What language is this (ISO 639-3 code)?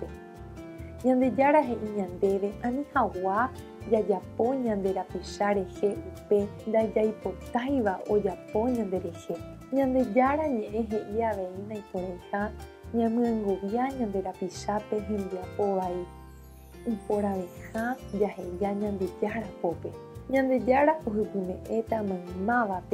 grn